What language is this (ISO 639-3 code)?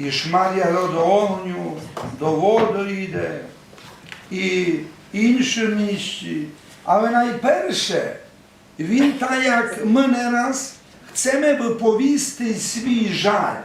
rue